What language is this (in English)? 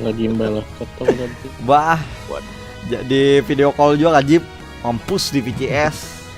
Banjar